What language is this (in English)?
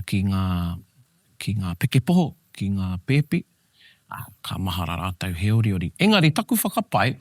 Māori